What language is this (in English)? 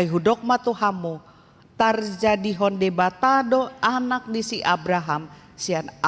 Batak Toba